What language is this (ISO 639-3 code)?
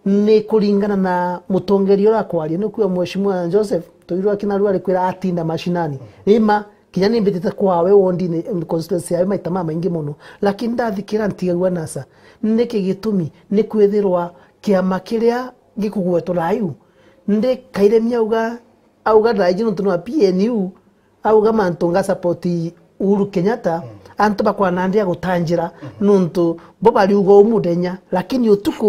mer